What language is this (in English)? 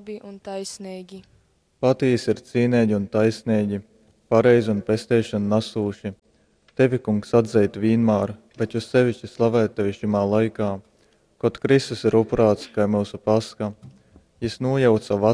Latgalian